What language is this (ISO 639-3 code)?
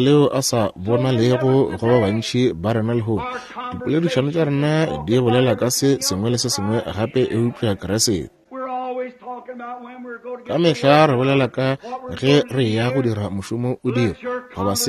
nso